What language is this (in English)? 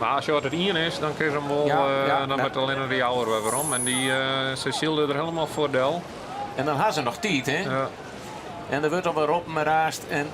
Western Frisian